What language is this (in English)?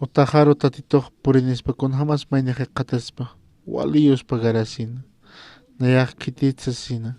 Aymara